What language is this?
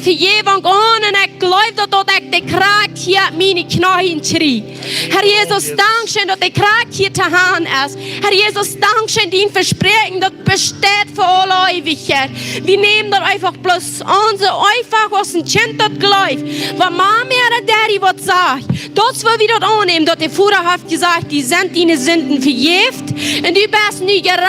Plautdietsch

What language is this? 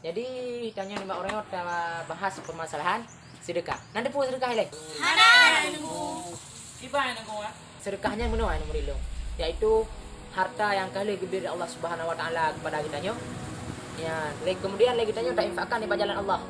Achinese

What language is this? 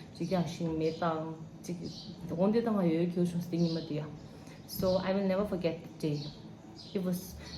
Tibetan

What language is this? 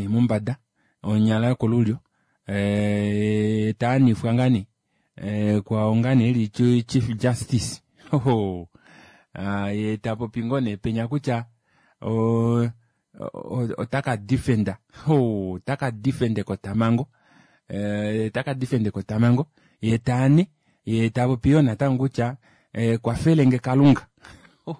Kuanyama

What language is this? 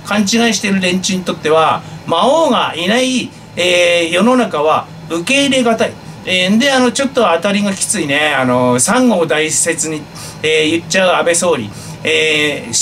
Japanese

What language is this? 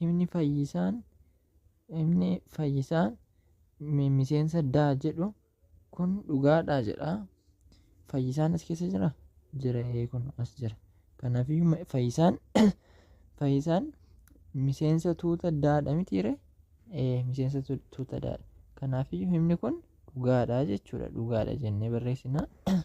Oromo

